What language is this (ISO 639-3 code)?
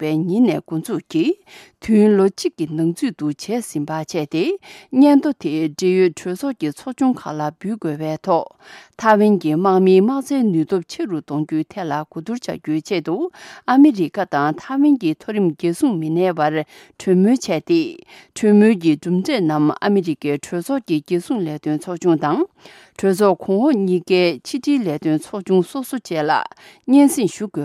bod